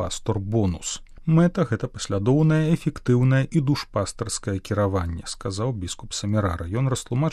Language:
Belarusian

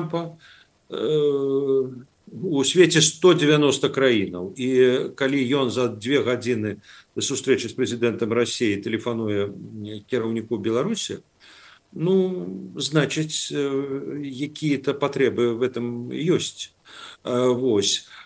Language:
Belarusian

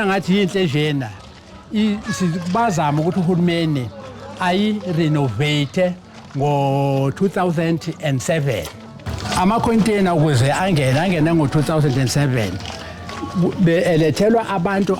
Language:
Zulu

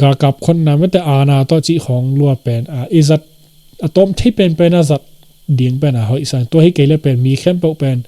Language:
Tedim Chin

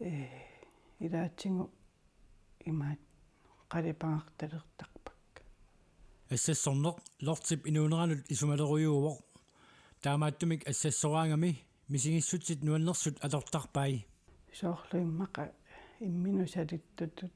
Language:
Kalaallisut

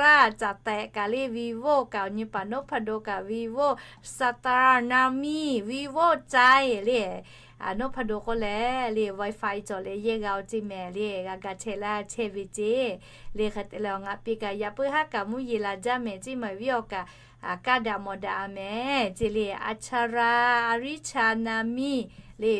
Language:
Lahu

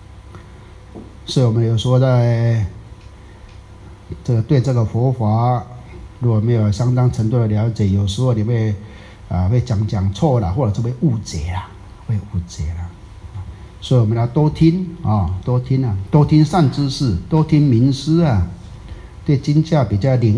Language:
Chinese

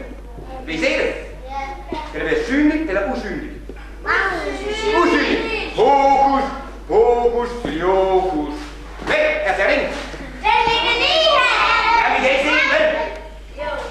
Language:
Danish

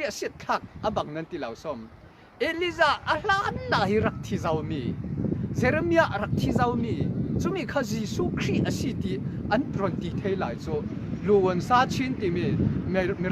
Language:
Falam Chin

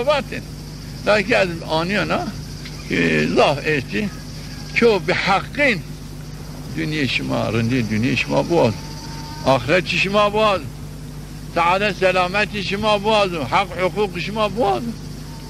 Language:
Zaza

